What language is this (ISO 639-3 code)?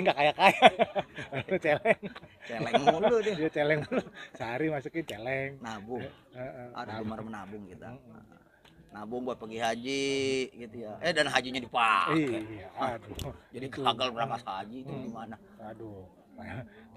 bew